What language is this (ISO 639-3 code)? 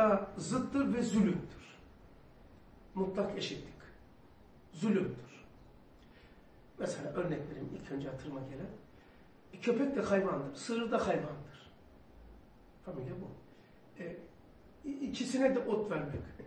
tur